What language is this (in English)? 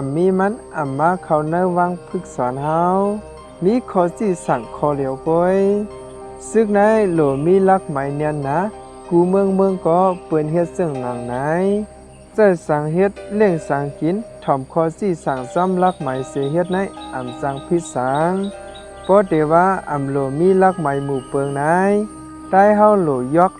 Shan